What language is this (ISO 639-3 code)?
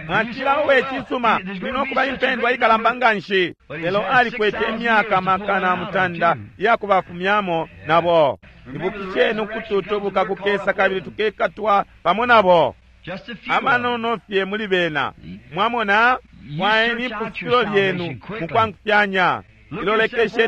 bem